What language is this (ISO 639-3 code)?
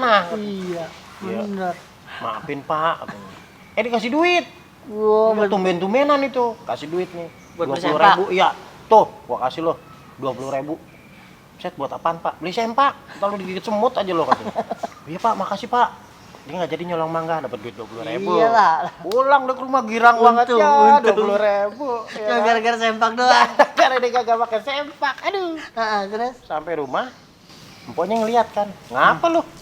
bew